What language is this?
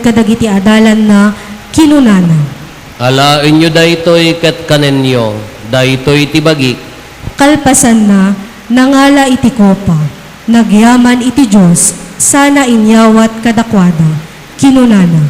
Iloko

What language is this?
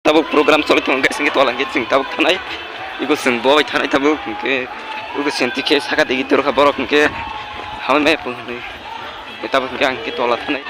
Kok Borok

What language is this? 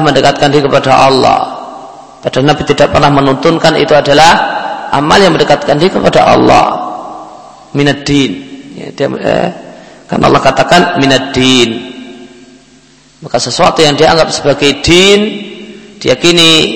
Indonesian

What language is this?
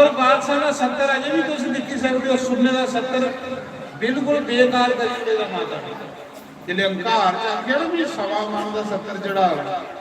Dogri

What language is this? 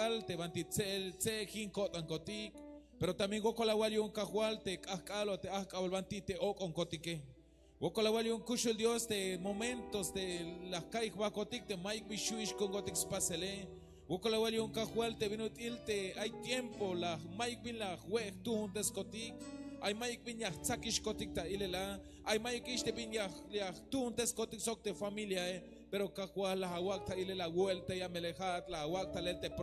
Tzeltal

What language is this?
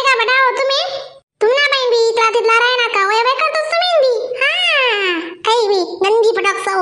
Khandesi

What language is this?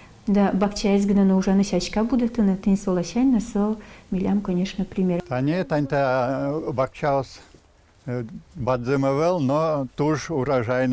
Udmurt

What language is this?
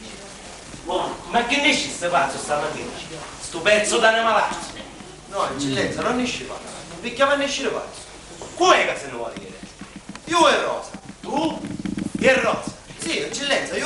Sicilian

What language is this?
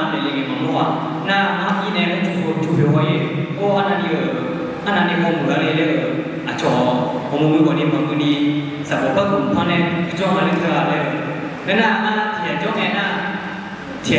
Akha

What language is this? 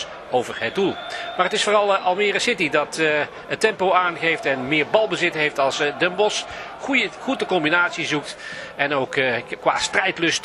Dutch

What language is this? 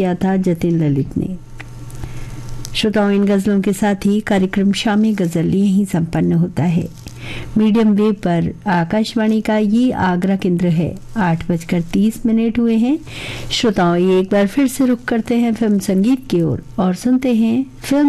Hindi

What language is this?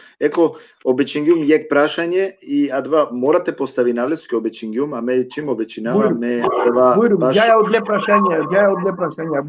Balkan Romani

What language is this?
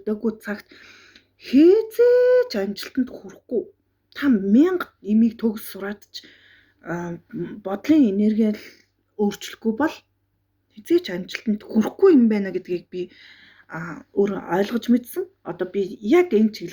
Mongolian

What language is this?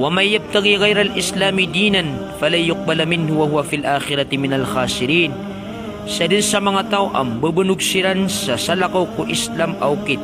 Maranao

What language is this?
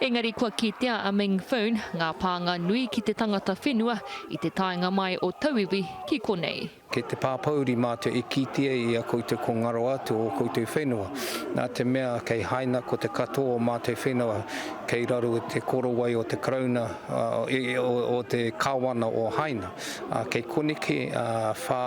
Māori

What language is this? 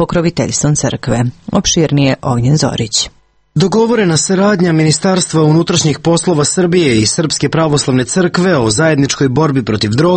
Serbian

